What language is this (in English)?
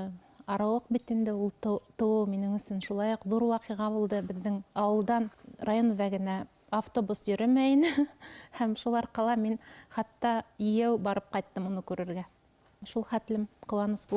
Bashkir